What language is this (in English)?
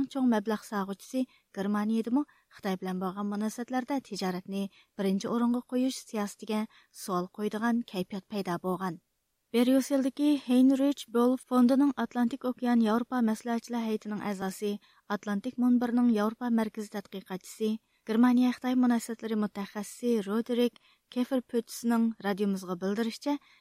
Uyghur